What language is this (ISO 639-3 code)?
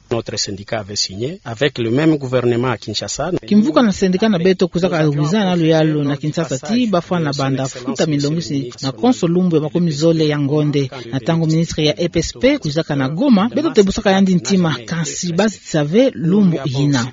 ktu